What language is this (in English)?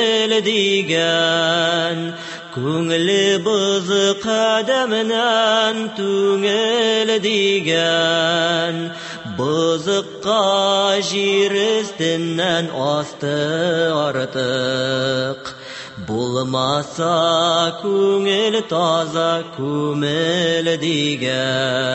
Tatar